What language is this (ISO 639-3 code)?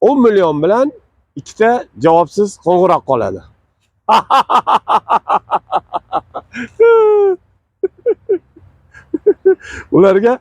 uzb